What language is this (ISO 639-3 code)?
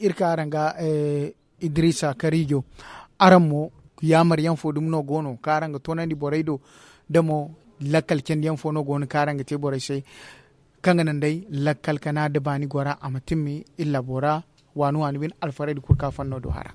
dje